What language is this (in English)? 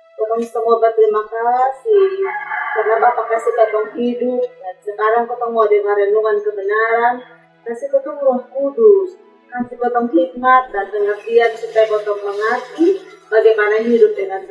Kupang Malay